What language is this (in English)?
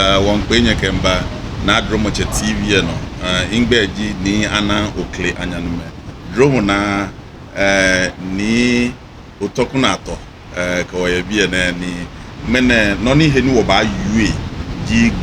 Ga